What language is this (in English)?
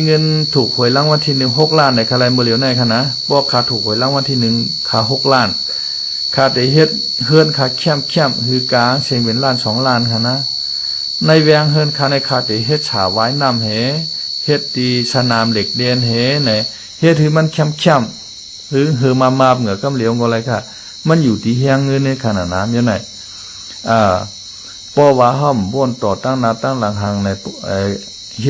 Shan